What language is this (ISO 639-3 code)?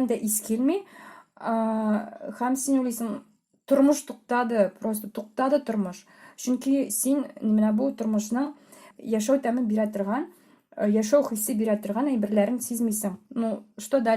tat